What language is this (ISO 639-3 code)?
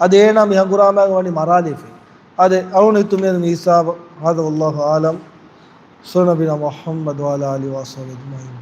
div